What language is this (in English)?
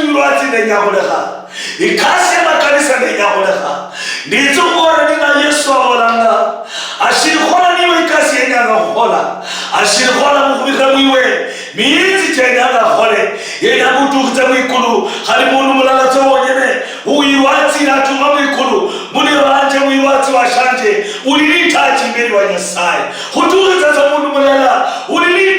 Luyia